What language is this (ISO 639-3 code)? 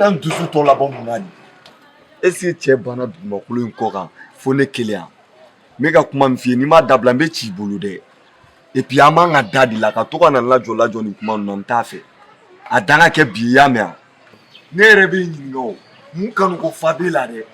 bam